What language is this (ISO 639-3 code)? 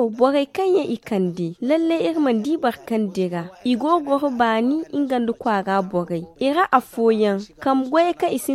dje